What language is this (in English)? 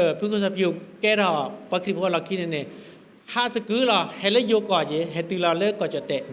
S'gaw Karen